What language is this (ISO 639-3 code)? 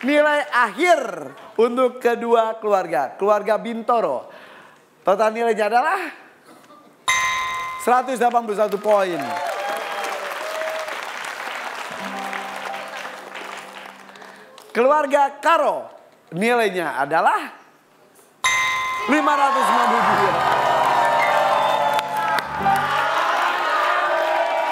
ind